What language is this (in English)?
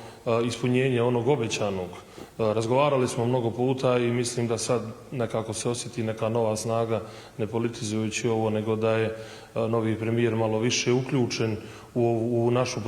Bosnian